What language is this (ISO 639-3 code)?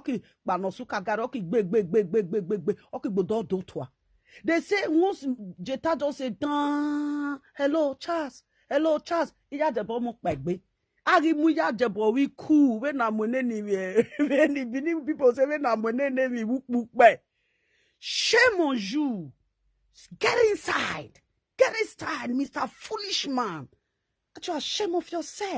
pcm